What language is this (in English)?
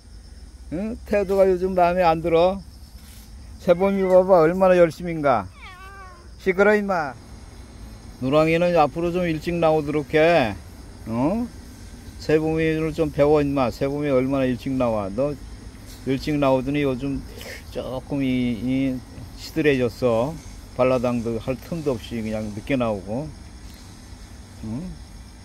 Korean